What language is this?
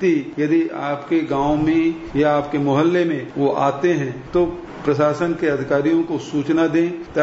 Hindi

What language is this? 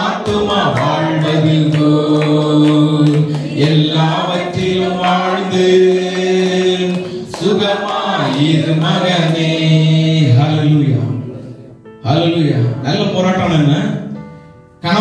Tamil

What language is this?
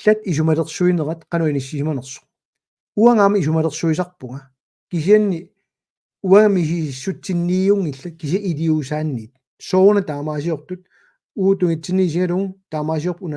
Kalaallisut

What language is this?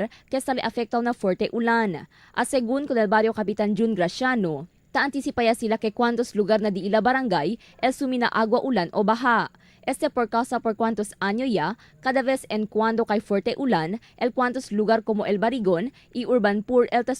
Chavacano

